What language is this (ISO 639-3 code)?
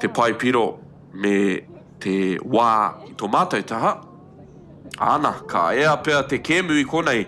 mri